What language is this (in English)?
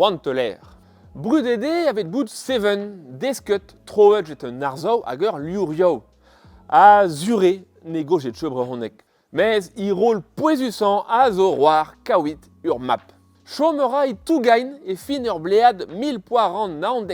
Breton